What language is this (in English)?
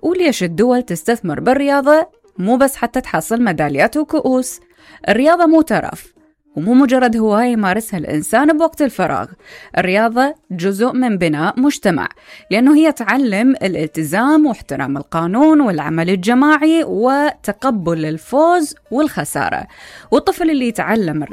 Mesopotamian Arabic